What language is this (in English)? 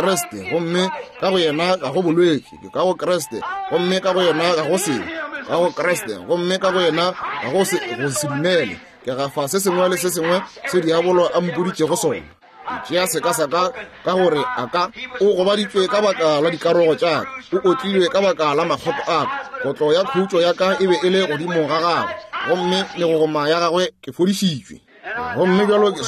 Northern Sotho